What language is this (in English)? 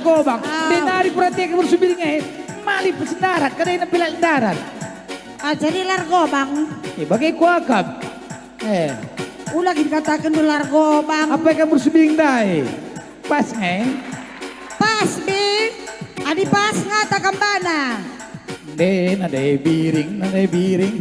Batak Karo